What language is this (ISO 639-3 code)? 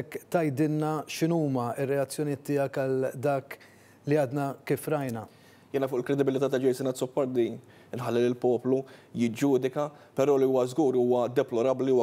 mlt